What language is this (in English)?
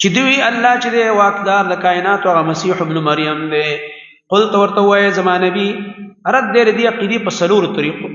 Pashto